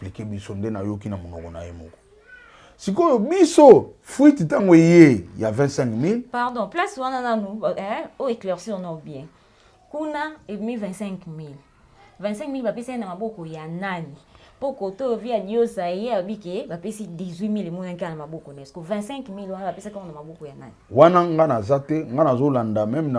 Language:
Lingala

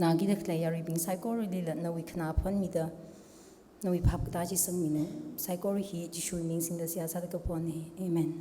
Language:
Tangkhul Naga (India)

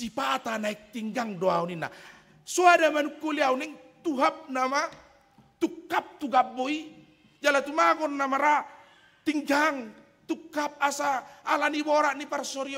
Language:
Batak Toba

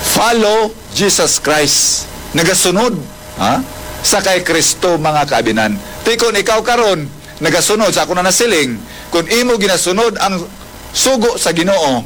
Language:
Hiligaynon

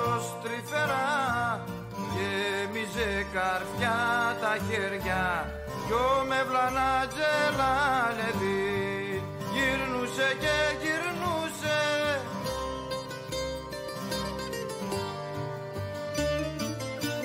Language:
Greek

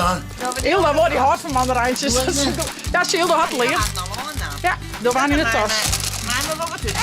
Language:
Western Frisian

